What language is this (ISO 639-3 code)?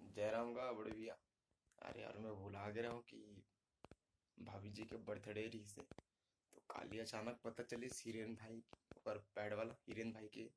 hne